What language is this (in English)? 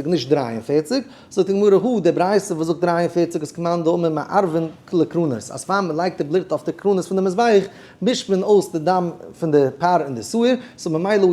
Yiddish